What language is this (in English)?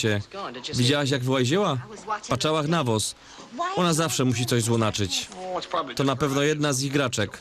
Silesian